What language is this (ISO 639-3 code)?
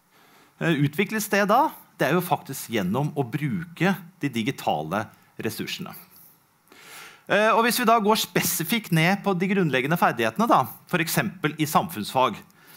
nor